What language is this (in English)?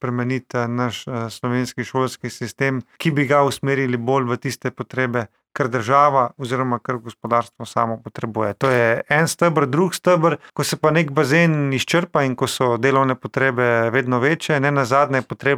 Slovenian